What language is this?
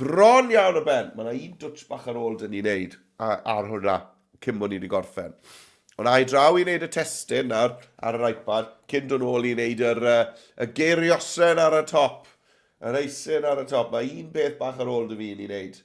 Welsh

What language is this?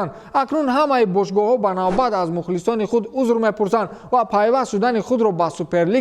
Tajik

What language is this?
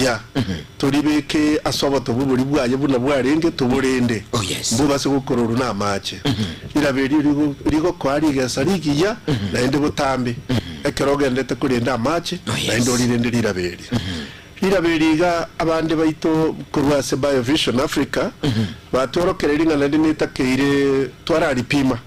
Gusii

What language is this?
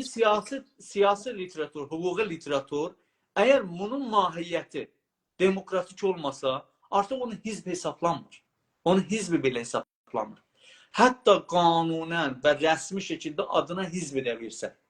South Azerbaijani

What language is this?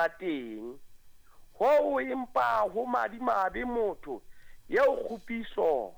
Southern Sotho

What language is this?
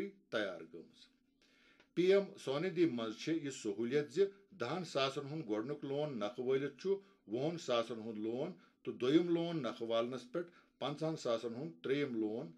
Kashmiri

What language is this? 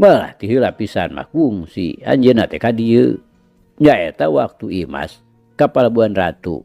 Sundanese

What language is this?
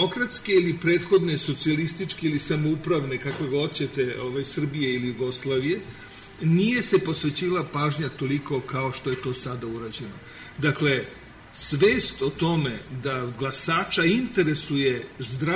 Serbian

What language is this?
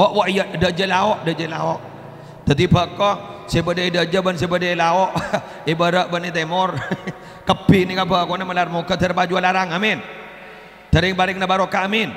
Madurese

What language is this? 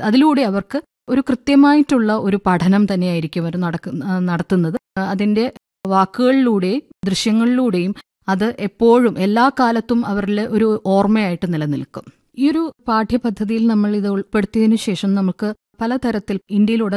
Malayalam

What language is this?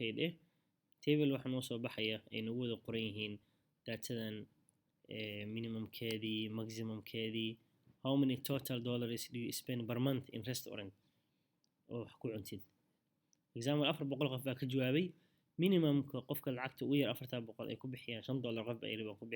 Somali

